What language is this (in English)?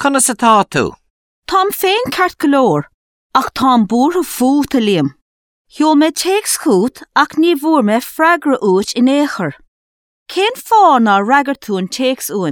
Irish